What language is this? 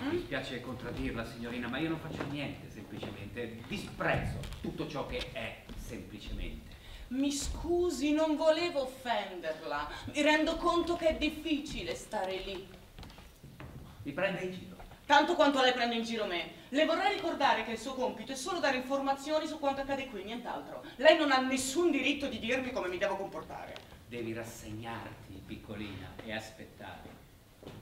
Italian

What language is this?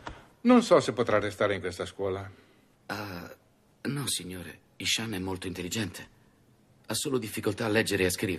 Italian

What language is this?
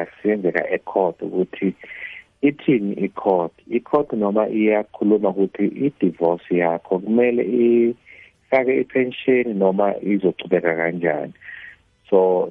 South Ndebele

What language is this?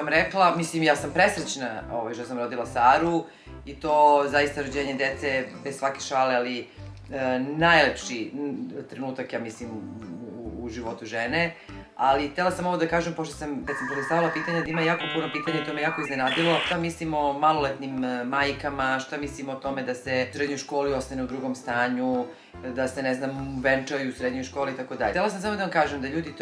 Serbian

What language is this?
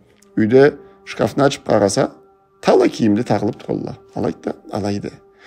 Karachay-Balkar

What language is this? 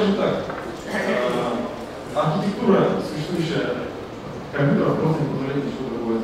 Russian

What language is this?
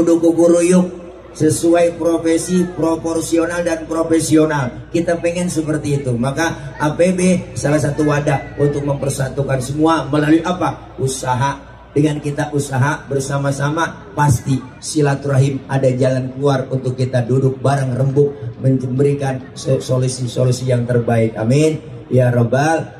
Betawi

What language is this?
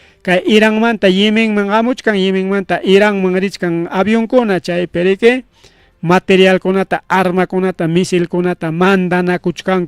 Ayacucho Quechua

